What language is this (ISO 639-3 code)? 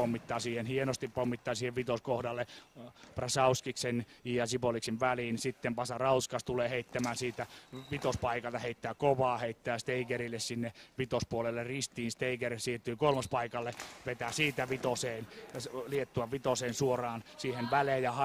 fin